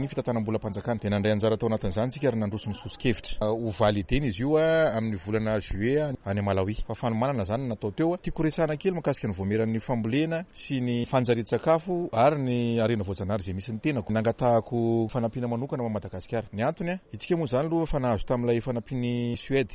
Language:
Malagasy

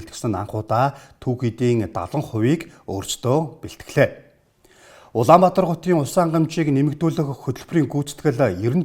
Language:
Mongolian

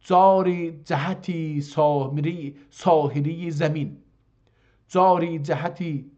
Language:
South Azerbaijani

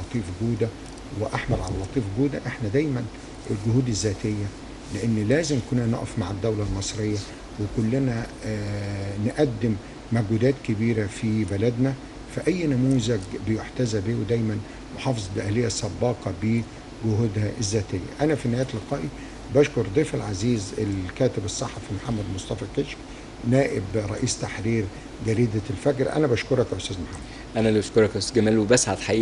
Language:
Egyptian Arabic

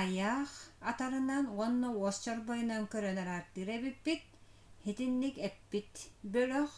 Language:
Yakut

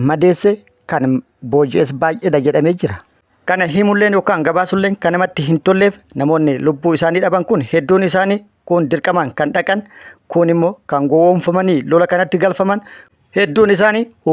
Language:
Oromo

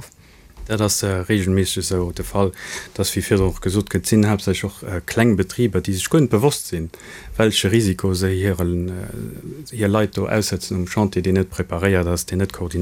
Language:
Luxembourgish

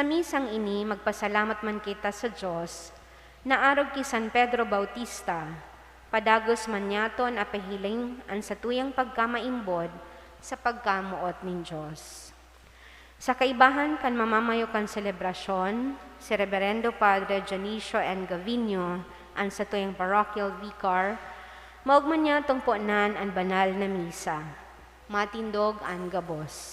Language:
Bikol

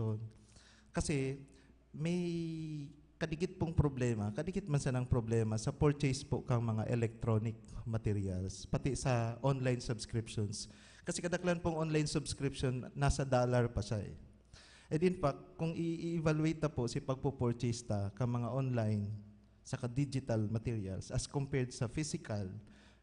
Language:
Bikol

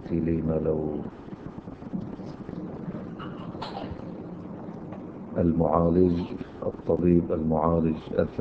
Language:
Arabic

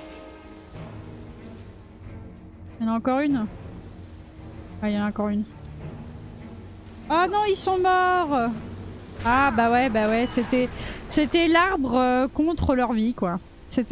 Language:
French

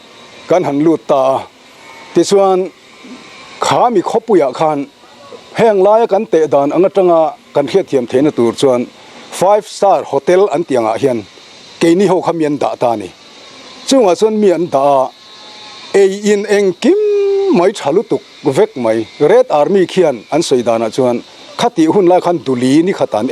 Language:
Mizo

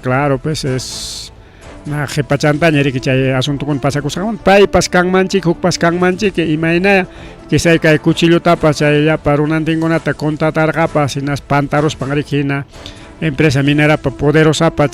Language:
Ayacucho Quechua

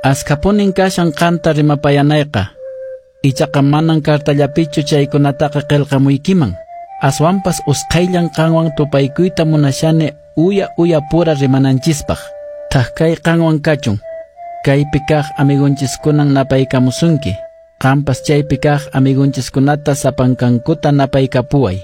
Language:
Quechua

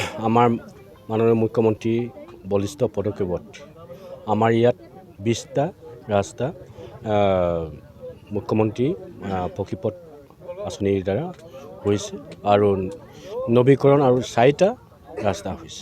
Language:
Assamese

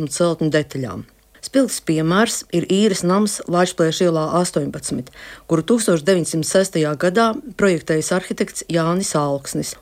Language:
Latvian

